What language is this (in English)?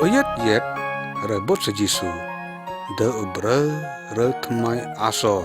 Lyngngam